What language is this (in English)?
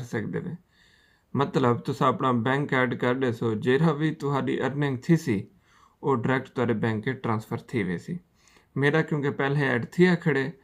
Saraiki